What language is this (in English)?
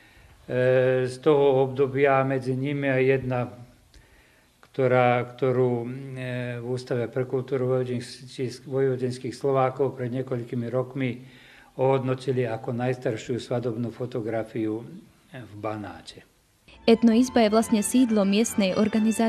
Slovak